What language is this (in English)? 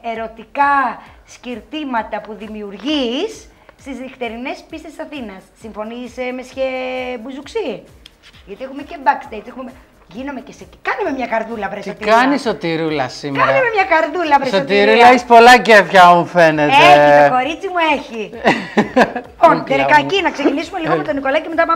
Greek